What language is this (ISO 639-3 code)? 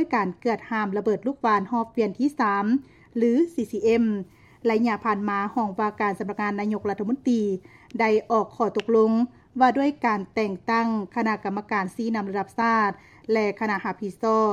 lao